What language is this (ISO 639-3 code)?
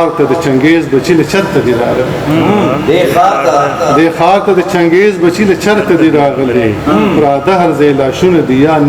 pus